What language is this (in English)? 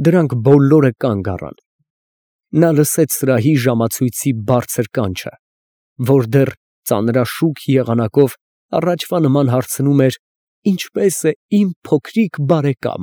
Armenian